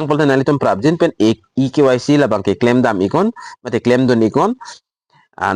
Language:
Karbi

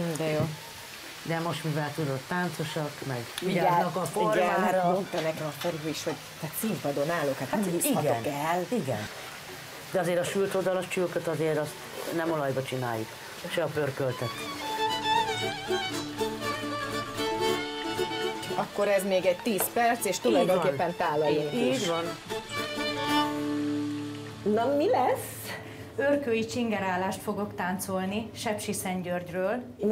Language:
Hungarian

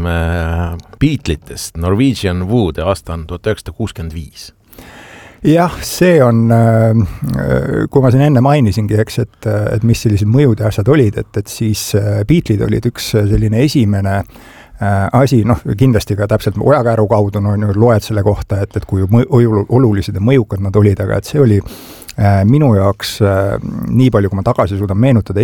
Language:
Estonian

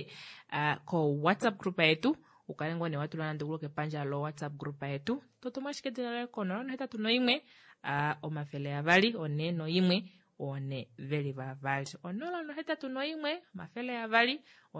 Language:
Kuanyama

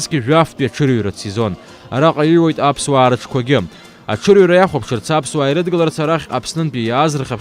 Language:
Abkhazian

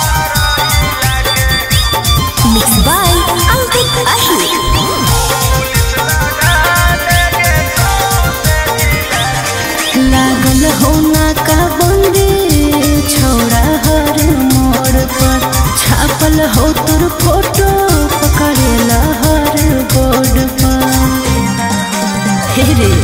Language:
Bhojpuri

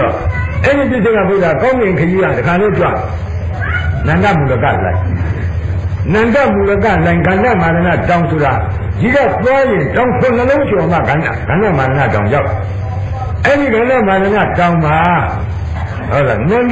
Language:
Burmese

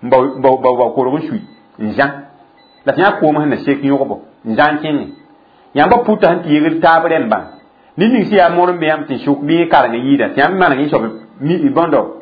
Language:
Mossi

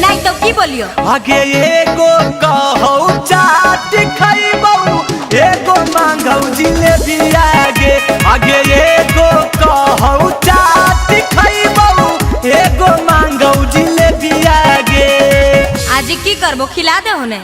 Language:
Magahi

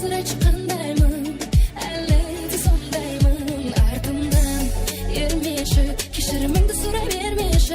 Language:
Kara-Kalpak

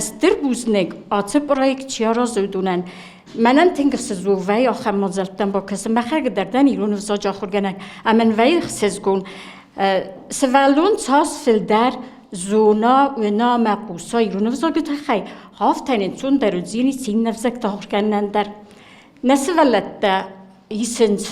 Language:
Ossetic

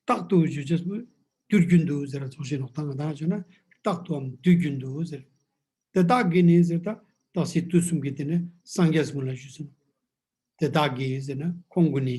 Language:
Ladakhi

